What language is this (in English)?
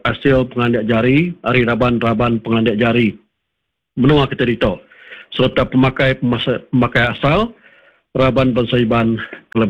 Iban